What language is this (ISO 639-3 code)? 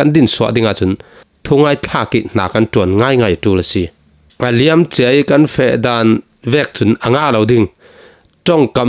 cfm